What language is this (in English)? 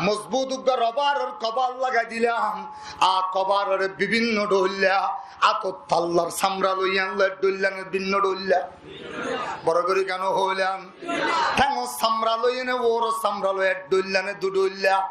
Rohingya